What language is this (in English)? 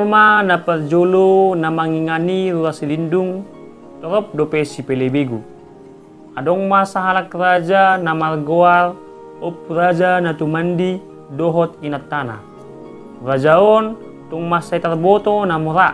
Batak Toba